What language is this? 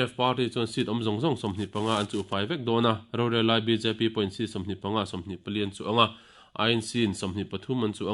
Mizo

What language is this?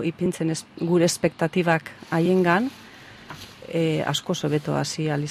Basque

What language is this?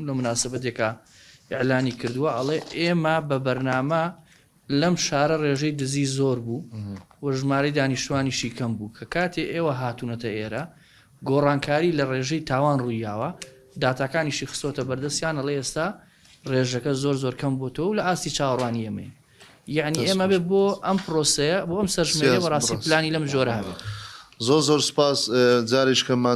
Central Kurdish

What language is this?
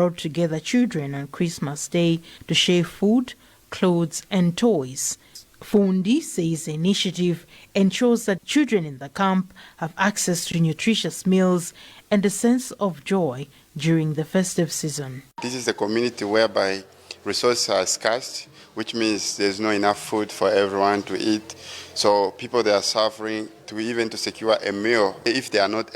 English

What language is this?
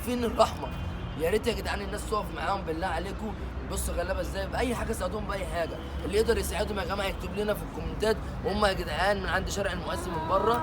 Egyptian Arabic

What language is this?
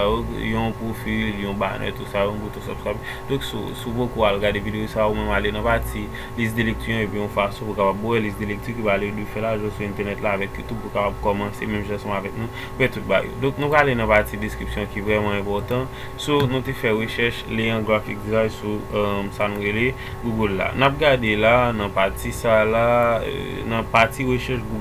Haitian Creole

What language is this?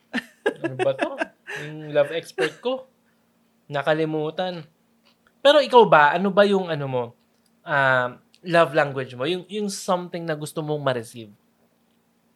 Filipino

